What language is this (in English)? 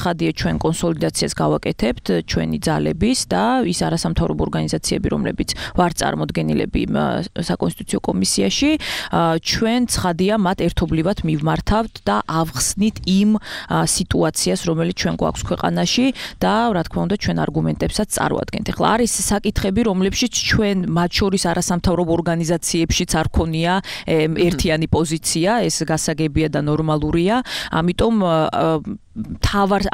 Georgian